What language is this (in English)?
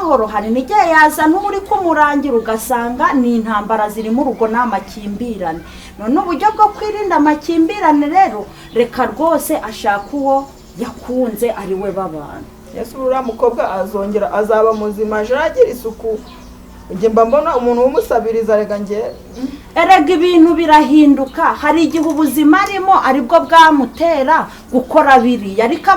Kinyarwanda